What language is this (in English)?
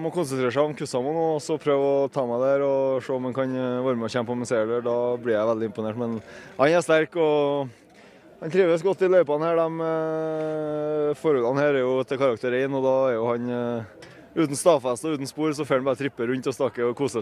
Norwegian